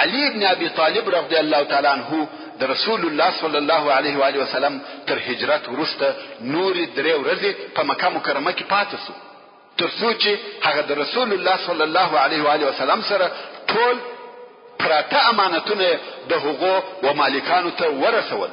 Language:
Pashto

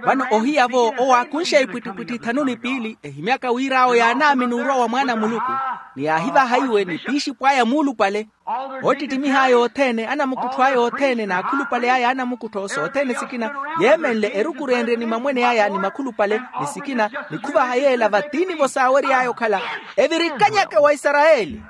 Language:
Makhuwa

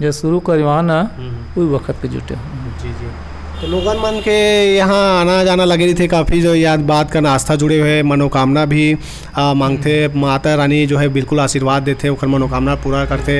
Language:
Chhattisgarhi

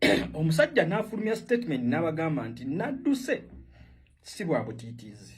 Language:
Ganda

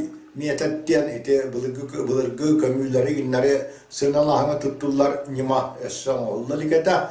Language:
Yakut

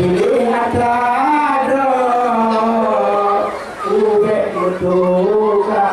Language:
Achinese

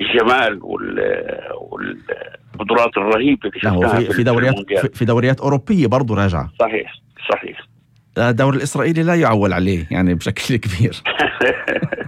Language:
North Levantine Arabic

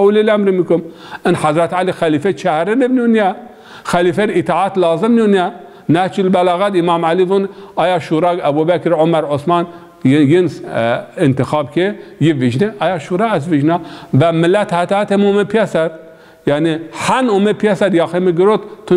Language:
Zaza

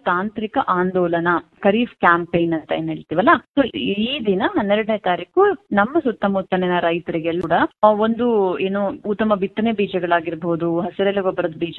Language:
Kannada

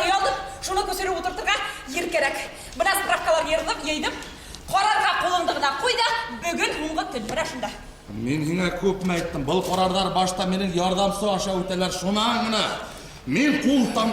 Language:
Bashkir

